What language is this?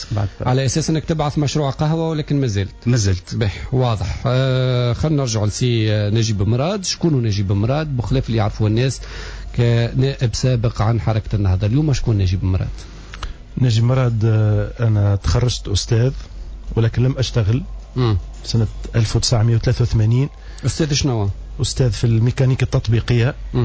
Tunisian Arabic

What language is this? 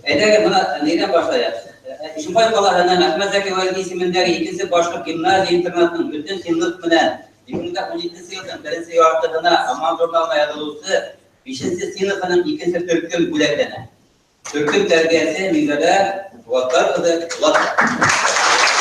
Bashkir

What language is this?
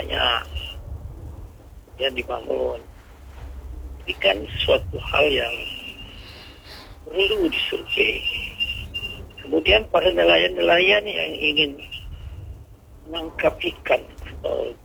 Indonesian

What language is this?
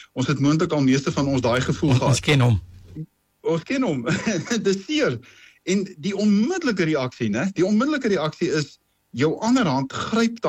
Afrikaans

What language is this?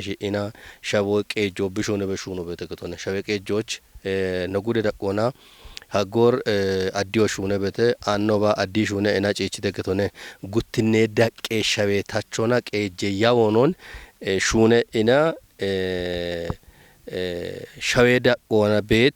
Kafa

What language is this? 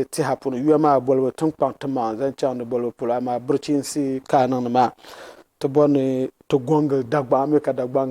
Dagbani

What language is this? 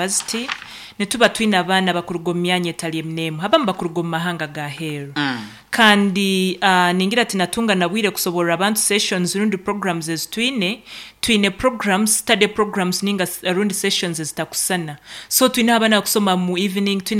Nyoro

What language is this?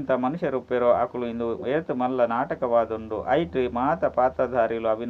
Tulu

